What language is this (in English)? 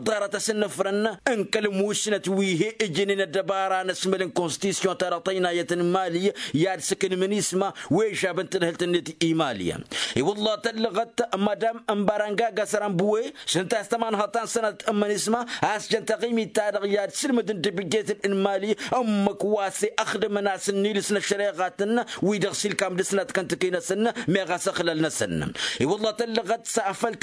Tamasheq